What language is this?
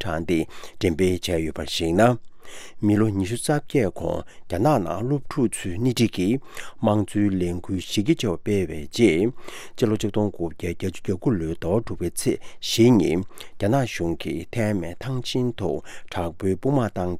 Tibetan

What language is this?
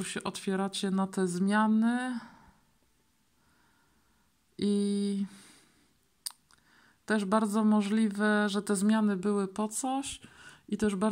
Polish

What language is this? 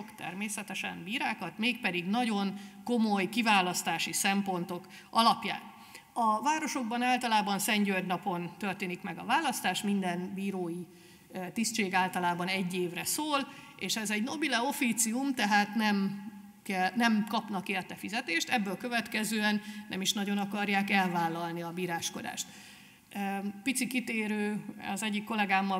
Hungarian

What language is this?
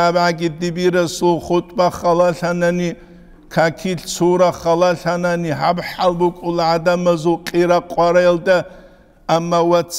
Avaric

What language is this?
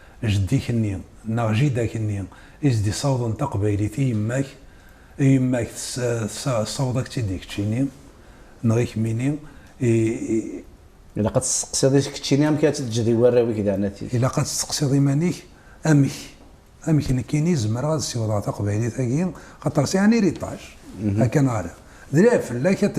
Kabyle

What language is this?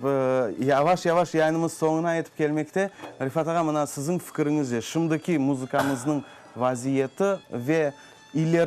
Crimean Tatar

